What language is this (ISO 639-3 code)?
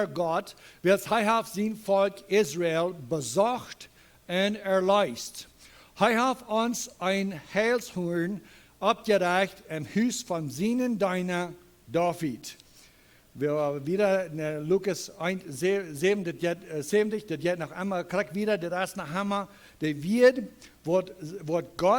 pdt